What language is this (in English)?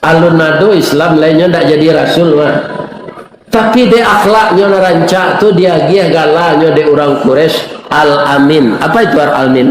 Minangkabau